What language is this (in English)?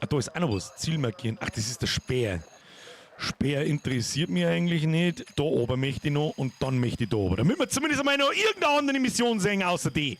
Bavarian